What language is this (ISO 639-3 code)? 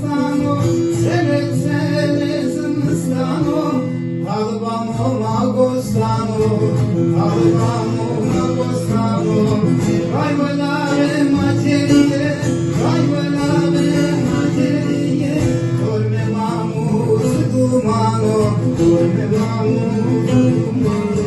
zza